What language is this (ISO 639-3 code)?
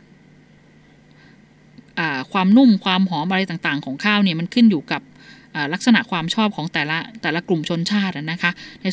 tha